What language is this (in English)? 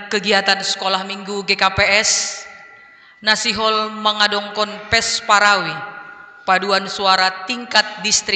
Batak Simalungun